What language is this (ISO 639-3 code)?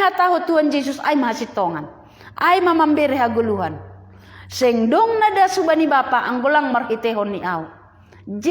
bts